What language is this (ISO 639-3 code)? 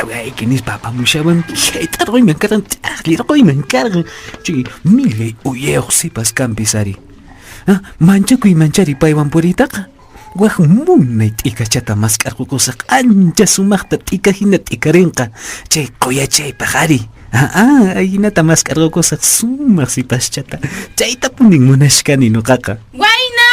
que